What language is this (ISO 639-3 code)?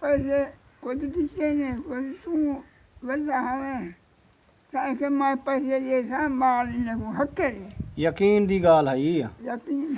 skr